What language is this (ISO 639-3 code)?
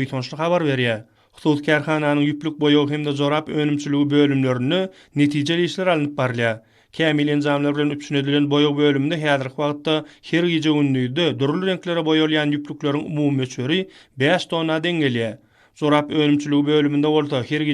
tuk